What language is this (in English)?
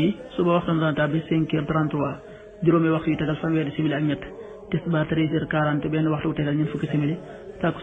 Wolof